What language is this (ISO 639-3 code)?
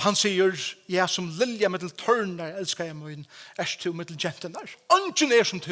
fao